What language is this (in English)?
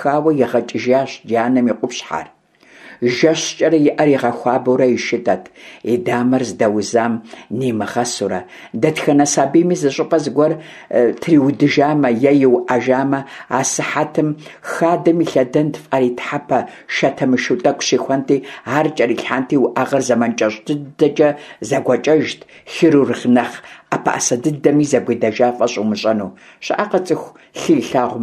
Kabardian